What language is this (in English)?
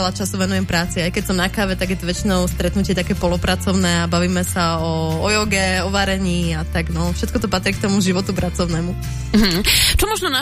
Slovak